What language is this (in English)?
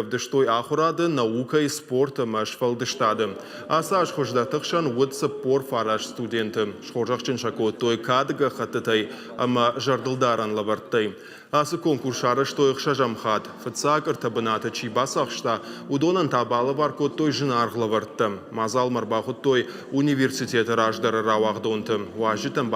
Ossetic